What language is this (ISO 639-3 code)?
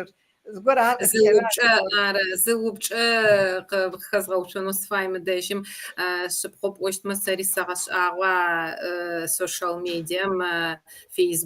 kbd